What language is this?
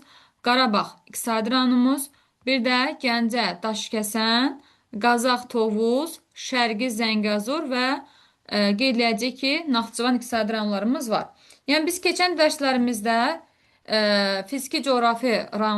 Azerbaijani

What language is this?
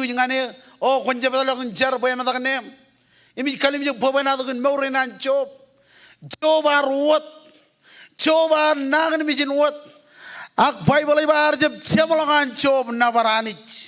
Marshallese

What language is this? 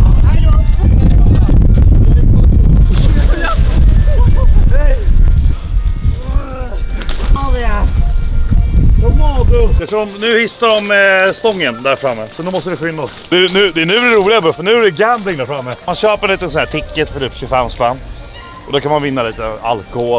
Swedish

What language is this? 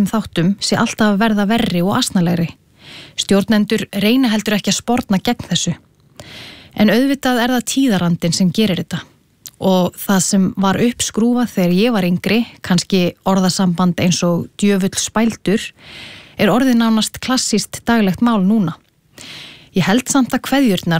Icelandic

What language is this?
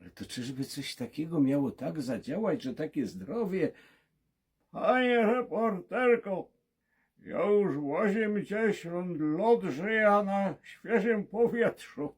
Silesian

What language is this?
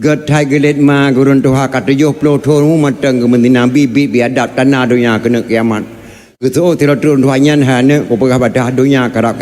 Achinese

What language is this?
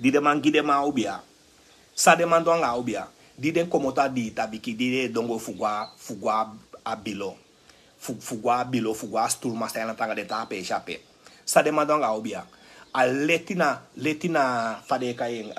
Sranan Tongo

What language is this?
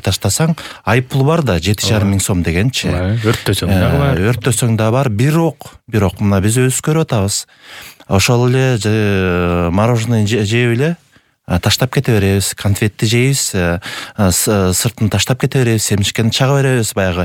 Kyrgyz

